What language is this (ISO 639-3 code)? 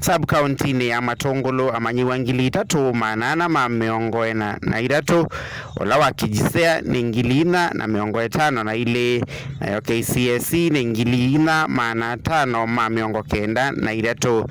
kam